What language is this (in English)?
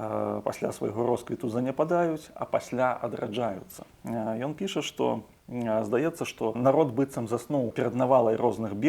Belarusian